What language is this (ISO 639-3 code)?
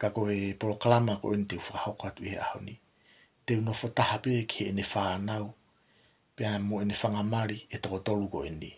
ton